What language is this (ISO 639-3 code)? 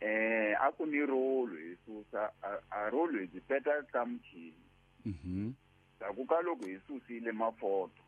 tso